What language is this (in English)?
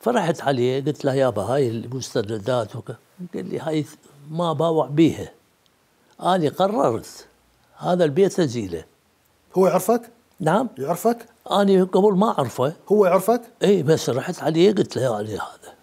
Mesopotamian Arabic